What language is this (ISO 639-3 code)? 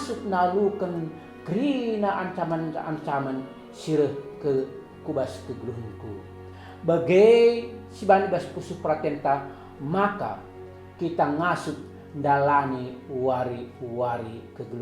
btx